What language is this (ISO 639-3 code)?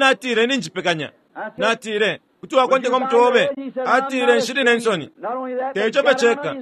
bem